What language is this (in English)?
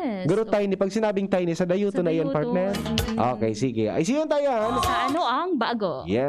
Bikol